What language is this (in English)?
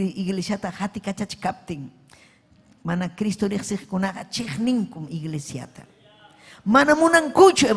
Ayacucho Quechua